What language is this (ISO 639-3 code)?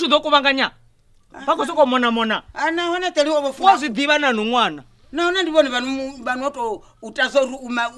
ven